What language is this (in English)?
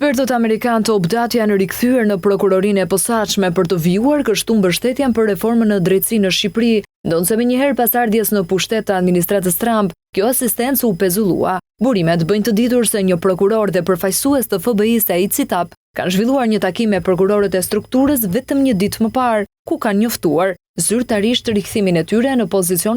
Albanian